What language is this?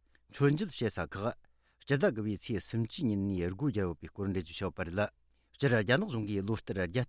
Tibetan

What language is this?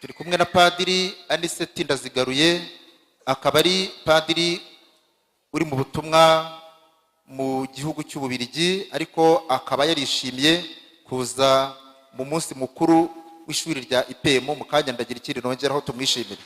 Kinyarwanda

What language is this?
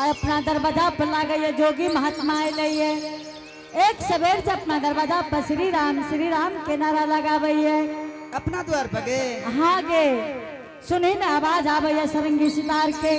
Angika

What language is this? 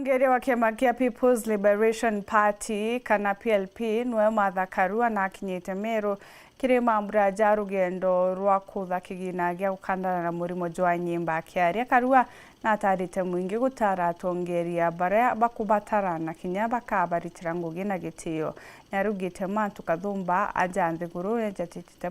Meru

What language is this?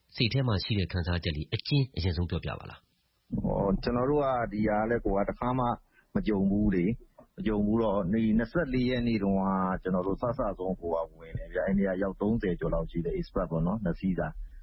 Burmese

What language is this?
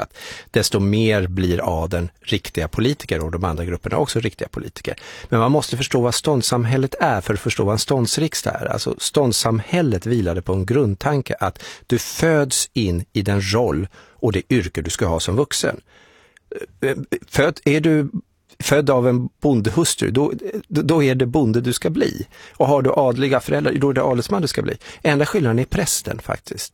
Swedish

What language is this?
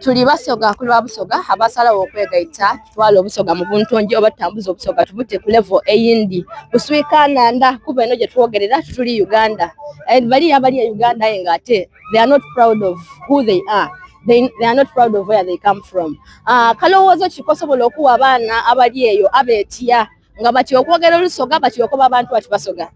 Soga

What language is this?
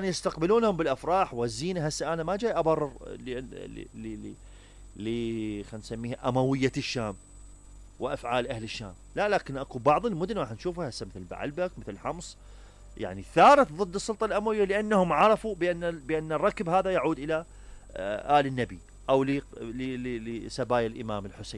Mesopotamian Arabic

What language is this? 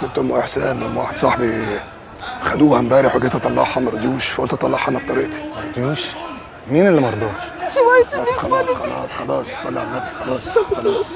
Egyptian Arabic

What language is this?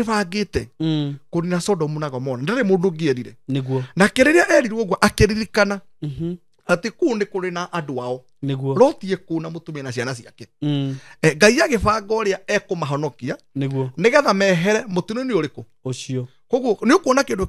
Kikuyu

